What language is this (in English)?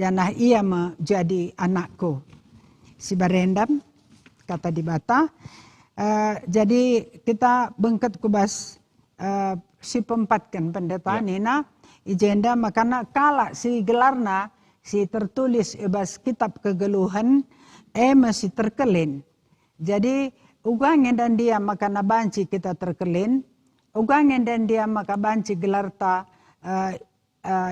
Batak Karo